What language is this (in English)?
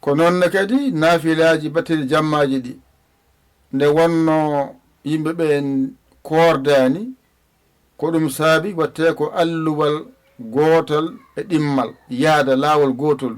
Fula